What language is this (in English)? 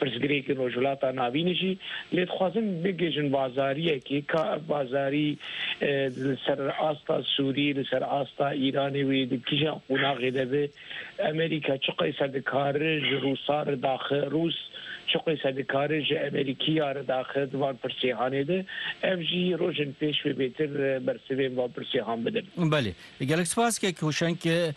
Kurdish